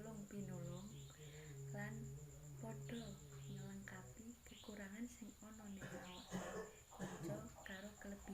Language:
Javanese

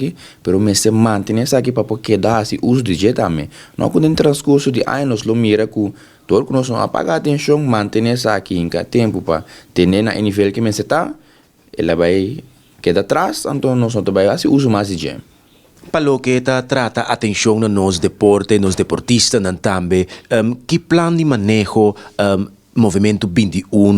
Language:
Papiamento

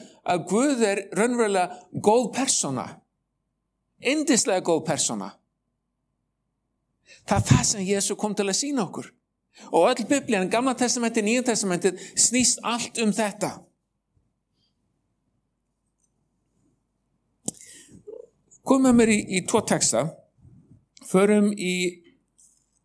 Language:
Icelandic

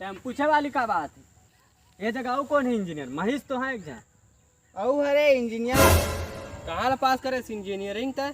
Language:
Chhattisgarhi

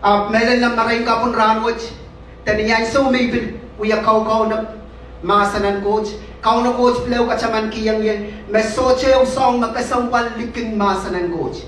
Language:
Pohnpeian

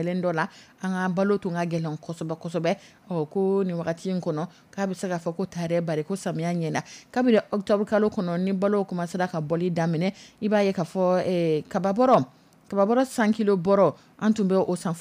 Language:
Dyula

